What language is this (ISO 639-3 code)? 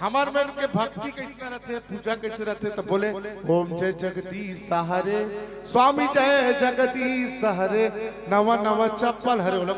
hne